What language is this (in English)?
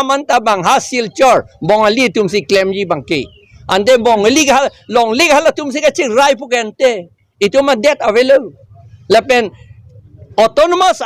Karbi